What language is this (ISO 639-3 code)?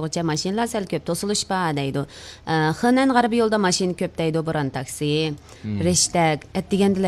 uig